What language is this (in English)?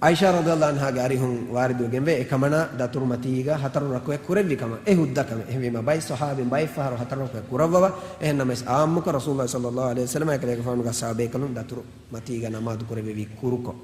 Divehi